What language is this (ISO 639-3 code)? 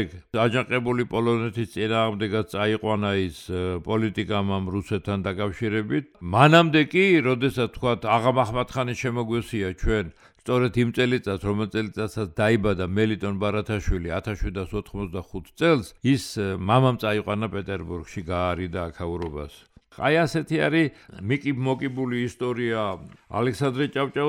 kat